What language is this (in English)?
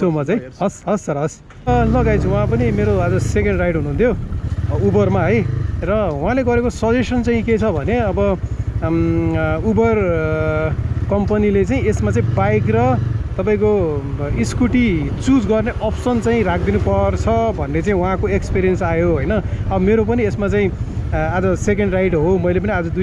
Nepali